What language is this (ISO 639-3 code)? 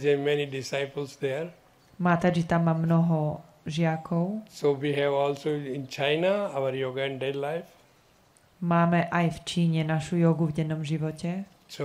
slk